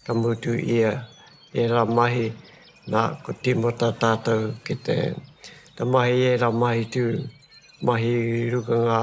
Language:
Māori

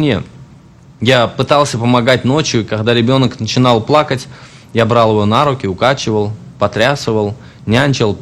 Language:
Russian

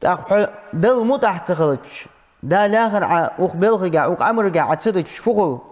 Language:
Ingush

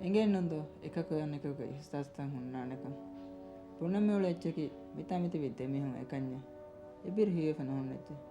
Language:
Divehi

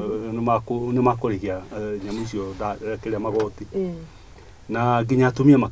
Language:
Kikuyu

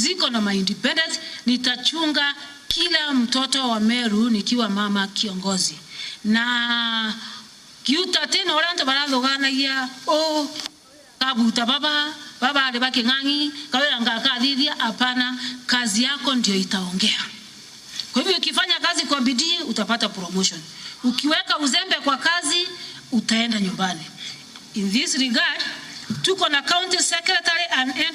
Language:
Meru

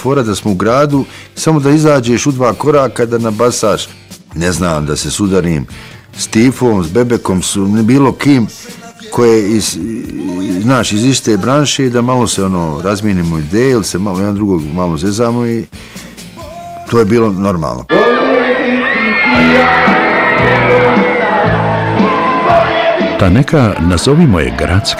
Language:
Bosnian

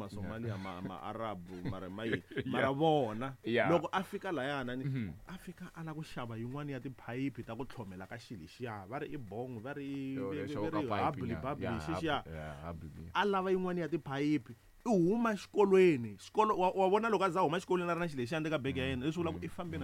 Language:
Tsonga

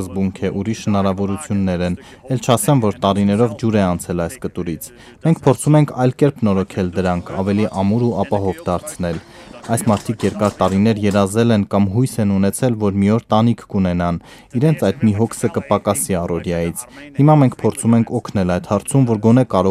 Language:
Armenian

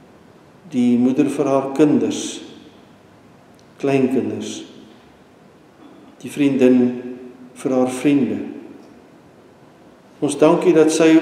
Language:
Afrikaans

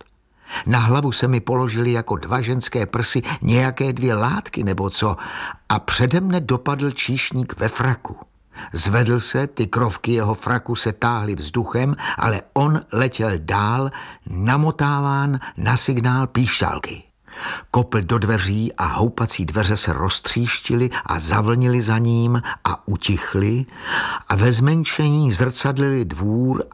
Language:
Czech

